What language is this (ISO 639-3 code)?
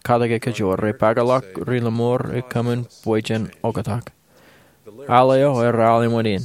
mah